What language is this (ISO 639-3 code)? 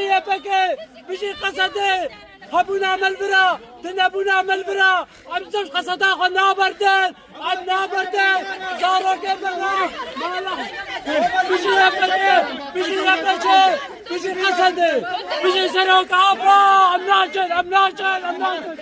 kur